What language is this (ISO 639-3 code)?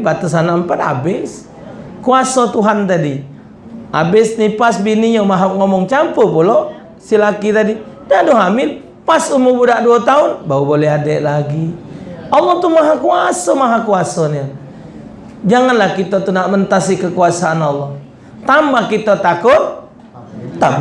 mui